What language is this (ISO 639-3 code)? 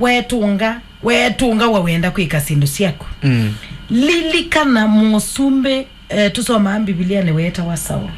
kam